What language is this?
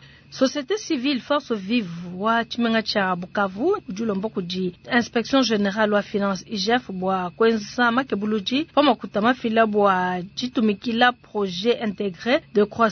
Luba-Lulua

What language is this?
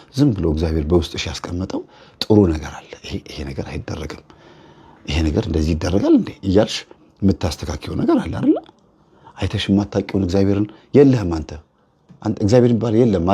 Amharic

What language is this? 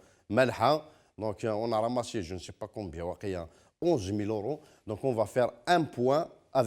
Kabyle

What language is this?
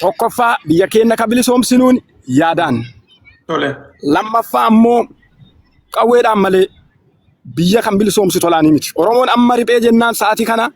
Oromo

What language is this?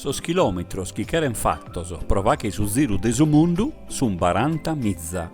Sardinian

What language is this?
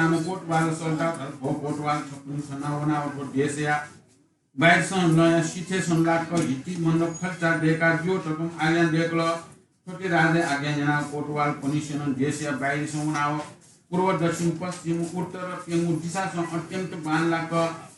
Newari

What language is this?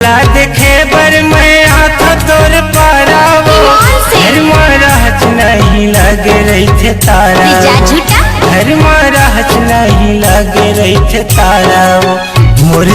Chhattisgarhi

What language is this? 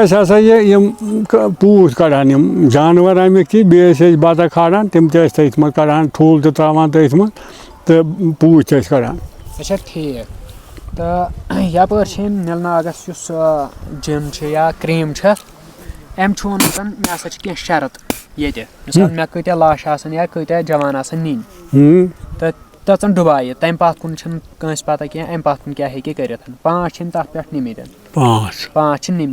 Kashmiri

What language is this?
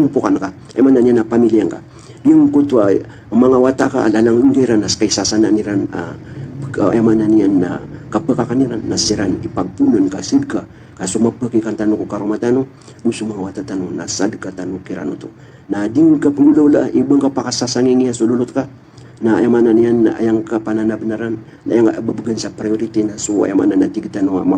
Maranao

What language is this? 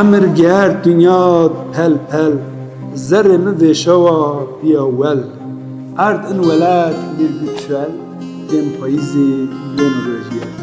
Zaza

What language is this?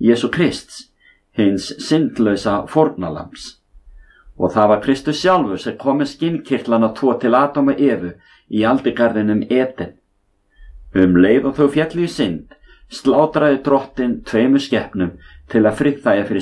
Icelandic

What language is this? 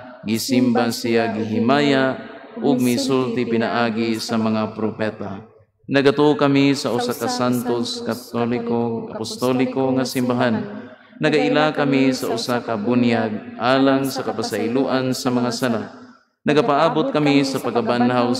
Cebuano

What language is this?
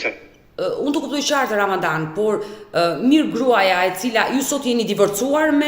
Albanian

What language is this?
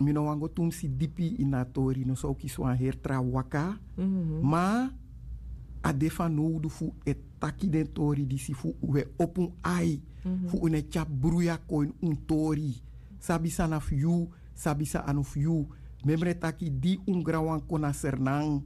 Sranan Tongo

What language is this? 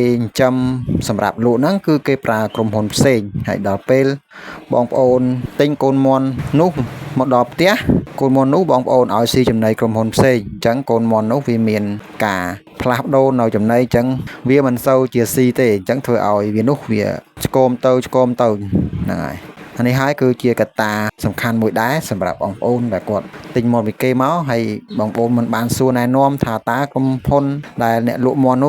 Khmer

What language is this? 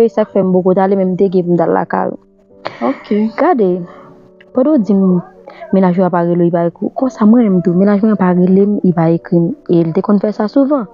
Haitian Creole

